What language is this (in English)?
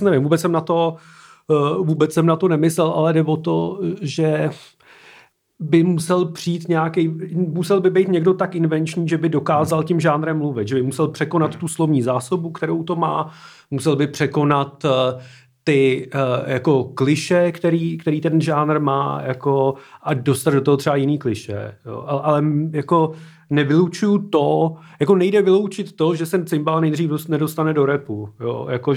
Czech